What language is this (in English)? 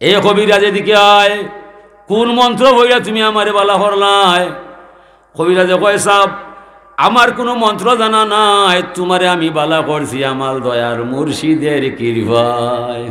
Sylheti